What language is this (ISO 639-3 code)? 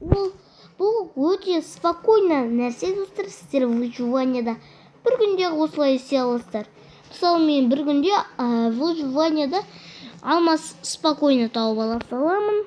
kaz